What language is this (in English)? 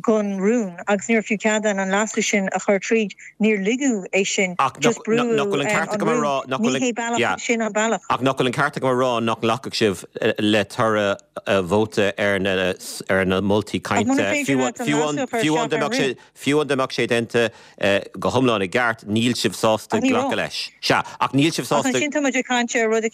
Irish